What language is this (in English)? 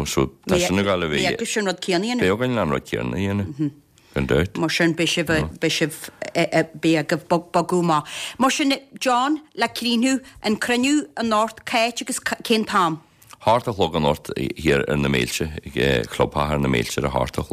Irish